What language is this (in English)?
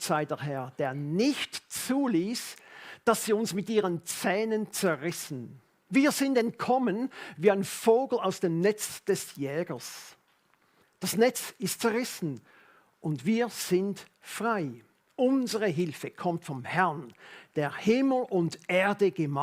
Swiss German